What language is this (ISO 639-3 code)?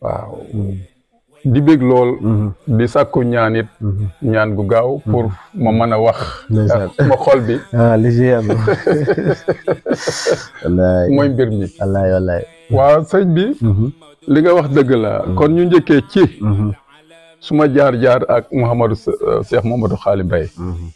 wol